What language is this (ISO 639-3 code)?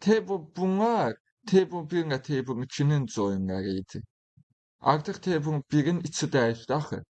aze